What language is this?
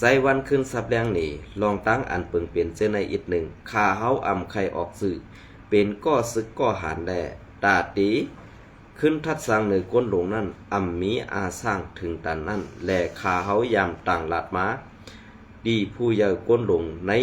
Shan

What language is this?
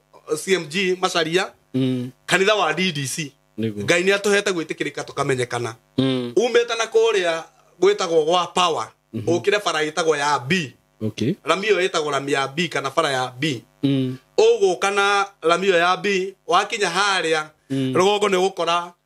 Kikuyu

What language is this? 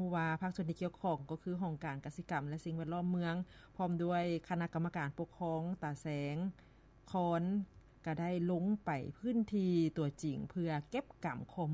Lao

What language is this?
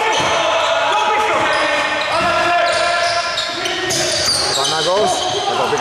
Greek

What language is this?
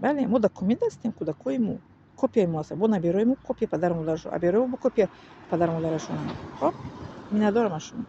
Tajik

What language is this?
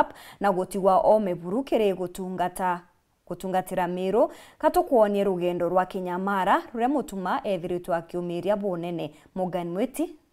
Meru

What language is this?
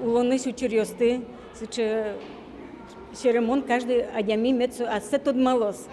Udmurt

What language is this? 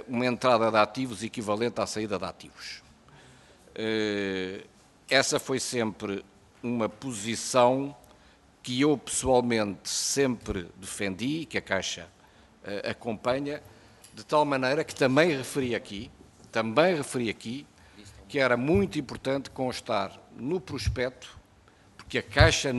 Portuguese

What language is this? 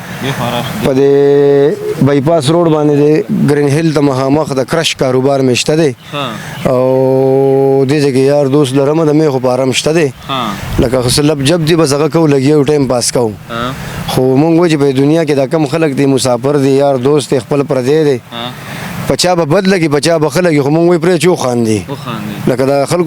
Pashto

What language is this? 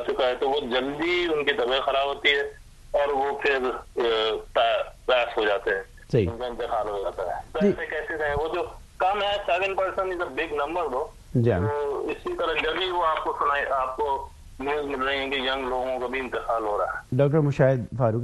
Urdu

